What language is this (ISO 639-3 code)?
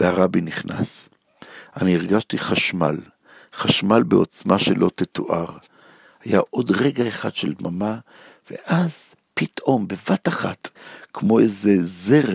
heb